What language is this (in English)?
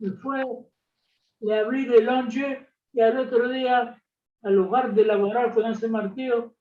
Ladino